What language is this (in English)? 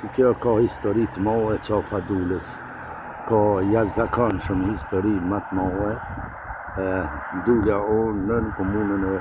Albanian